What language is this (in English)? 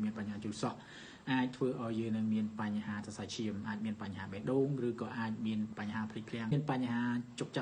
Khmer